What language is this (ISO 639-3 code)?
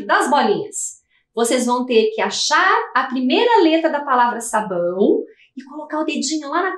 por